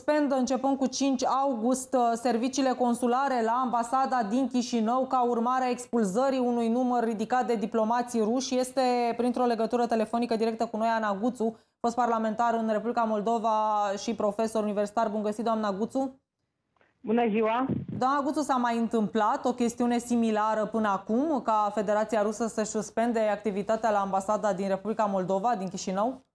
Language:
Romanian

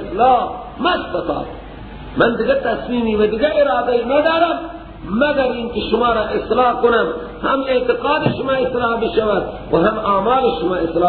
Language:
Persian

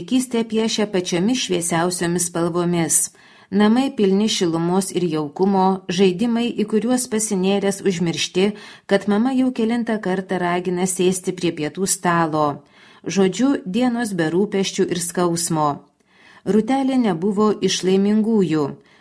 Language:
Lithuanian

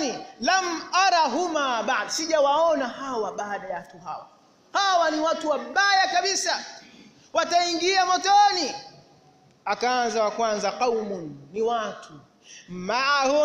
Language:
Swahili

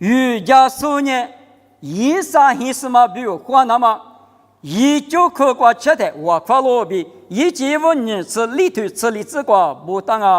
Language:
Lisu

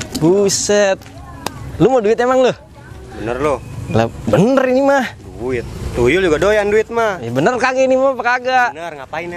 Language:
Betawi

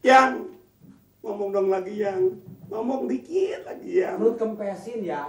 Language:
Betawi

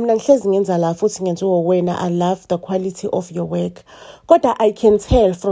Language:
Zulu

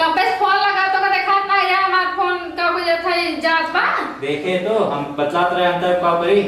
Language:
Awadhi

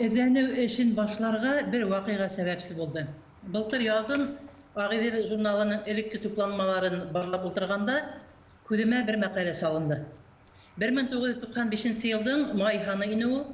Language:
Bashkir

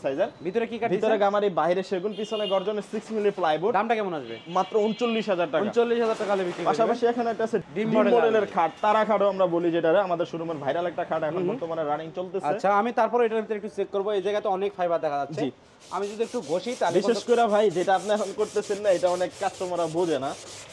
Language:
Bangla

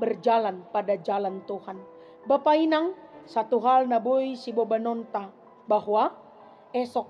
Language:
Batak Simalungun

